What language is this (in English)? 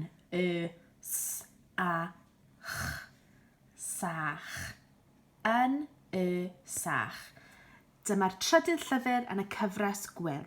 Welsh